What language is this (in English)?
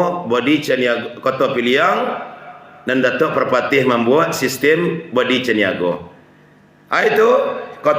Minangkabau